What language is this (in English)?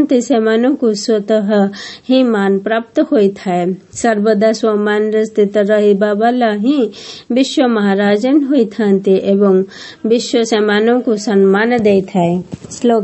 Odia